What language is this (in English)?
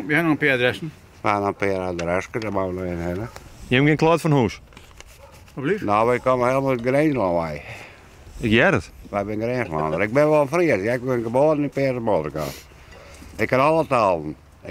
Western Frisian